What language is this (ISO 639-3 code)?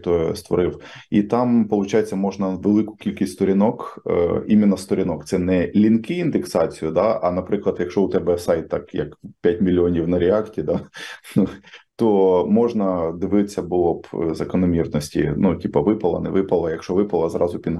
ukr